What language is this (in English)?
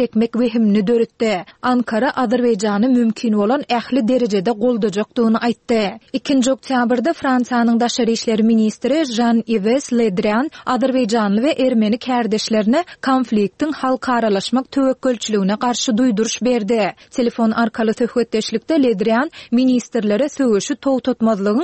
Turkmen